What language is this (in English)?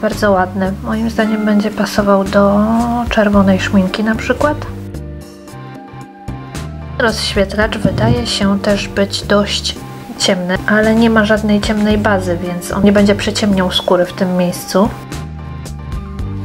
Polish